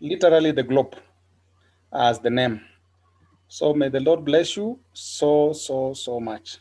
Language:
Kalenjin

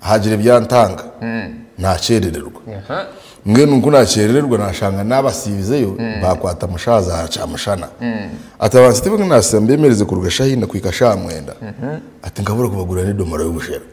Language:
Nyankole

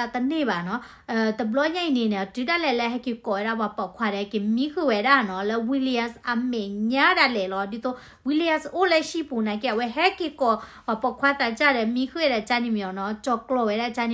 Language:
S'gaw Karen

